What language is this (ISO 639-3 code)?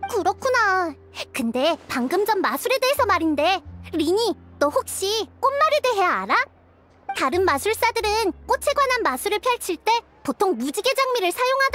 kor